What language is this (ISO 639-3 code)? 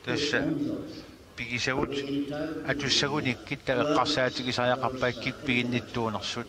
kal